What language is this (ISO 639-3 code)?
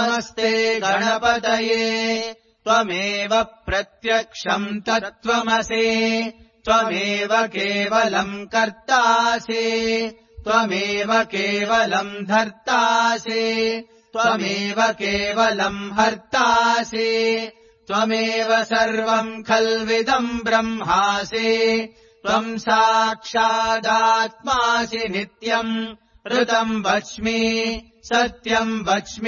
san